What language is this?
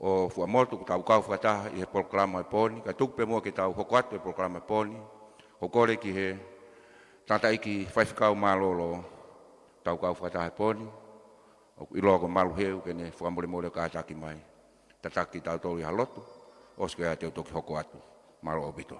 Tongan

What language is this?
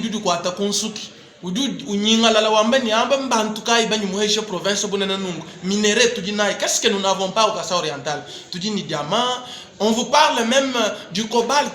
Luba-Lulua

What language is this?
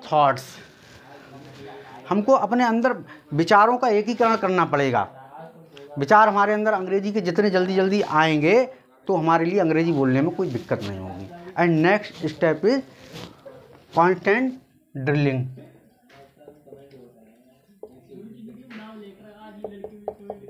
Hindi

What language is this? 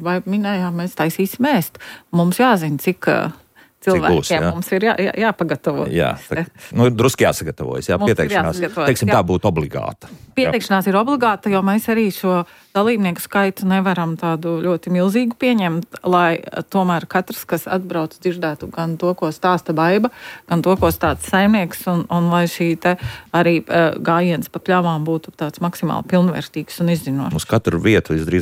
Latvian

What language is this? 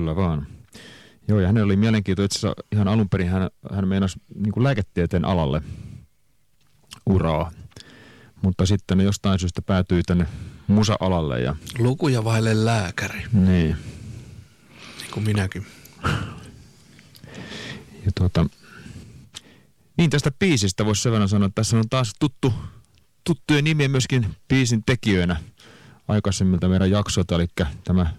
Finnish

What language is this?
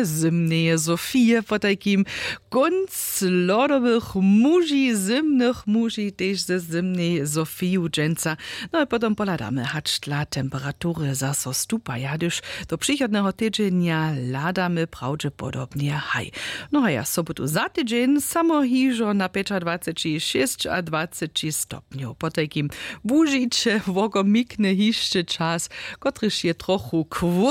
Upper Sorbian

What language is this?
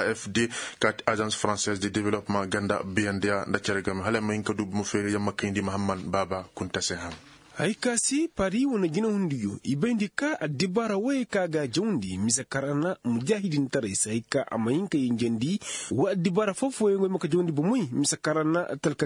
Koyraboro Senni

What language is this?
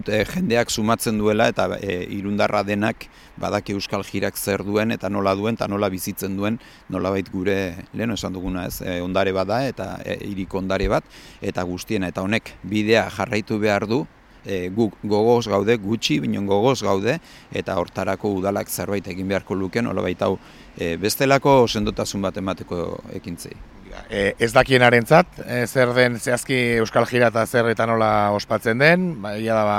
Basque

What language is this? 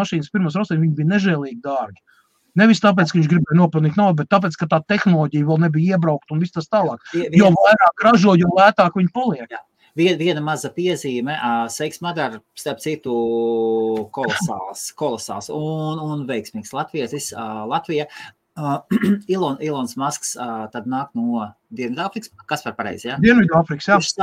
Latvian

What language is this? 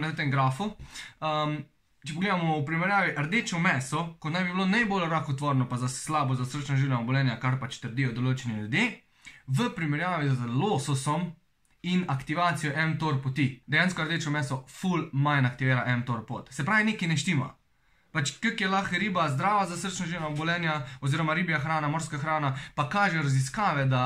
Slovenian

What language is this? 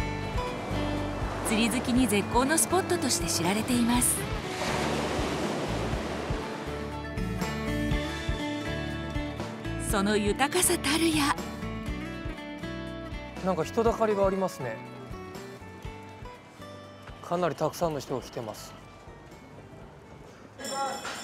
Japanese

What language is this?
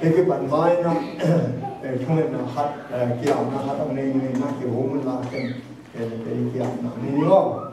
Tedim Chin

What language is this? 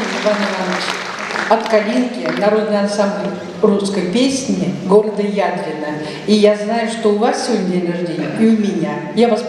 Chuvash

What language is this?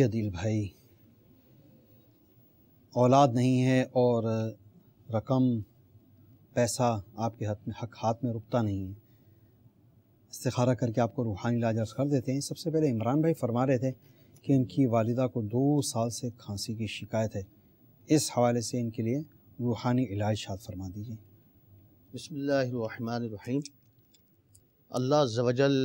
Urdu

